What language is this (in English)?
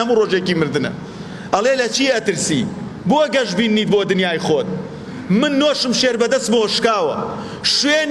Central Kurdish